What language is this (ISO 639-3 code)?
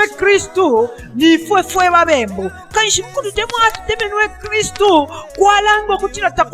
bem